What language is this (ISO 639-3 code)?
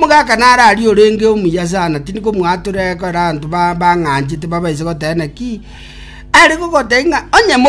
guz